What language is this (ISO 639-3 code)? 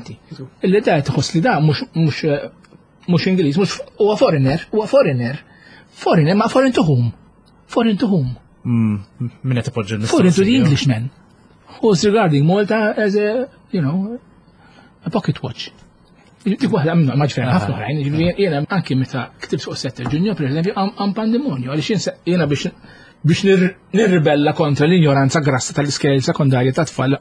mlt